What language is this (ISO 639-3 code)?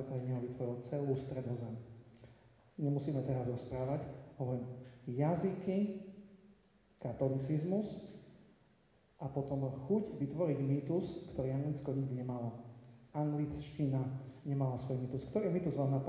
slk